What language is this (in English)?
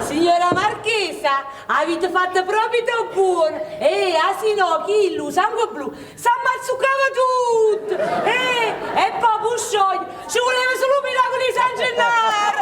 Neapolitan